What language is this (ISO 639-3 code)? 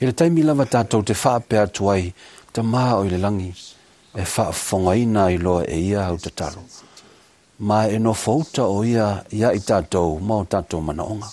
smo